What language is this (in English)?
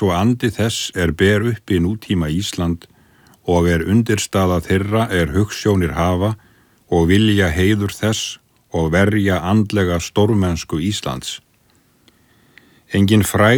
Icelandic